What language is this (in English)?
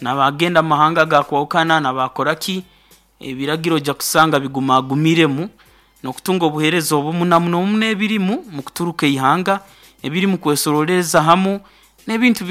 Nyoro